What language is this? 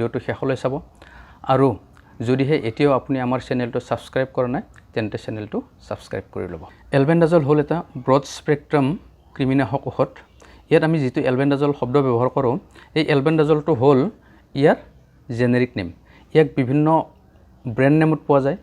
Assamese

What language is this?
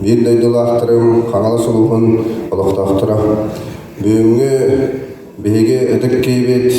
Yakut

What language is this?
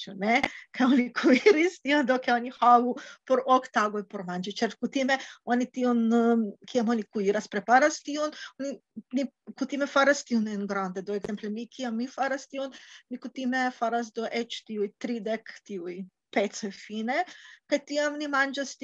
Esperanto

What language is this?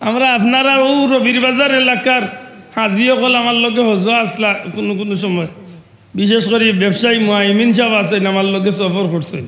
Sylheti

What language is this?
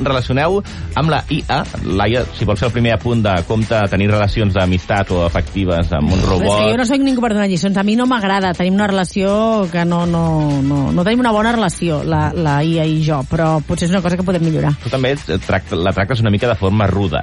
Catalan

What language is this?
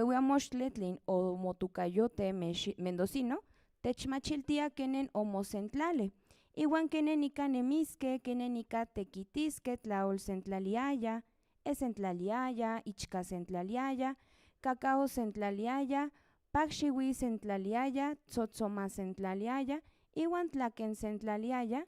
Central Nahuatl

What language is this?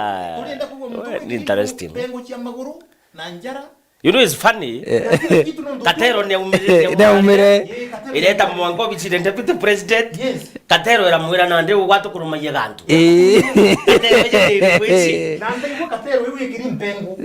Meru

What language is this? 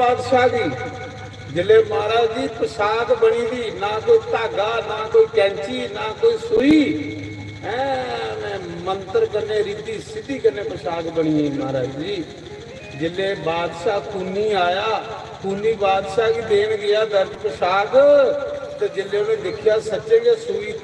Dogri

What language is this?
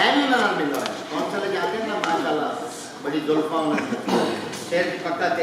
Saraiki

